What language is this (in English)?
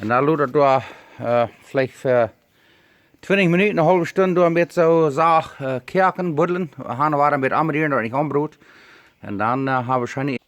Plautdietsch